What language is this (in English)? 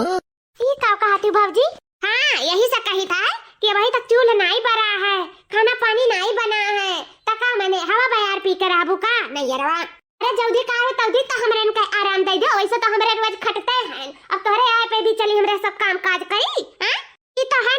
Awadhi